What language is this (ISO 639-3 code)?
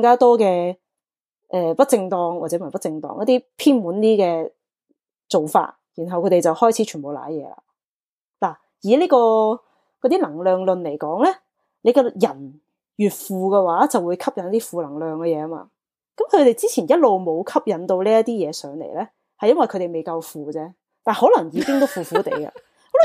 yue